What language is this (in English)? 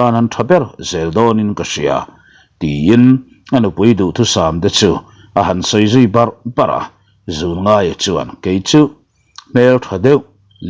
Mizo